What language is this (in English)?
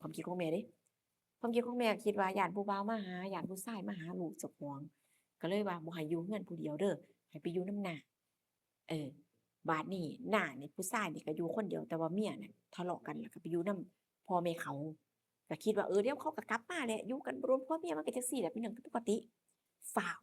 Northeastern Thai